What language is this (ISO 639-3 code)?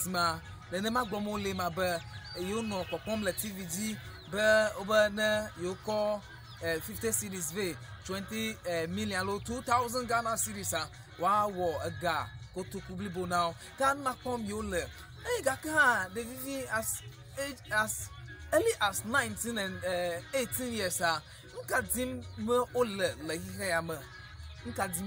ewe